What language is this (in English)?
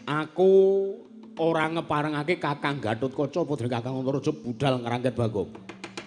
Javanese